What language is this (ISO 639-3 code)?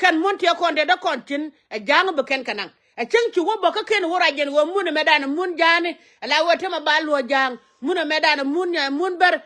nus